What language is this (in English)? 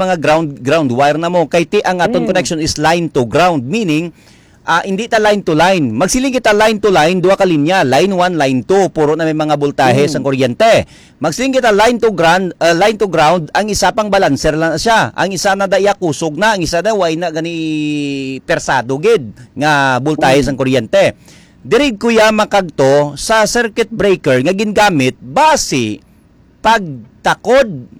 Hiligaynon